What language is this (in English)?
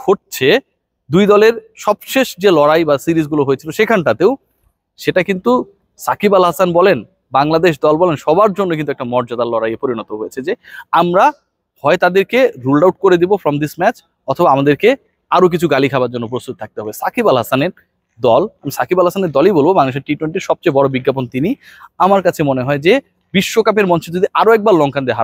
Bangla